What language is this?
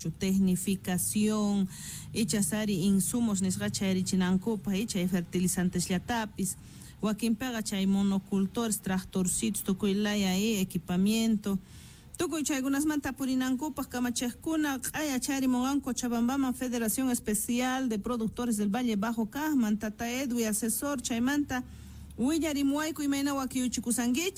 South Bolivian Quechua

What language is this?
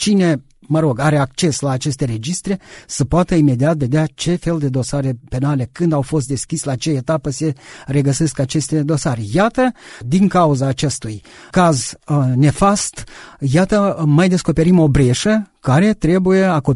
Romanian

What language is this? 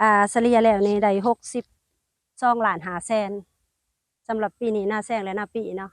Lao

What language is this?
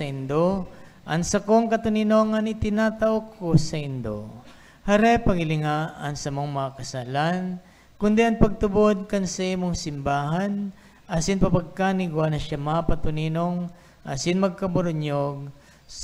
Bikol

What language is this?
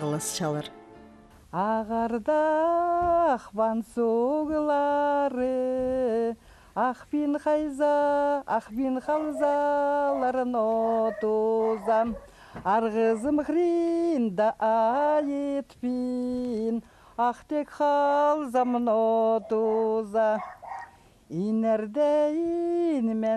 Khakas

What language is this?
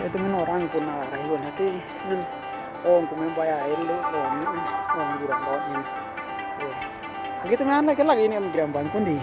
Western Dani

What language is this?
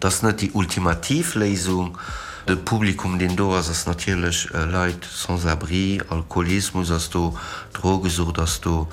Luxembourgish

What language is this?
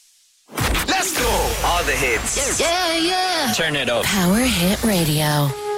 Estonian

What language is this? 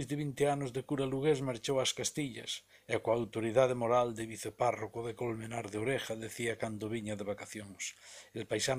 Galician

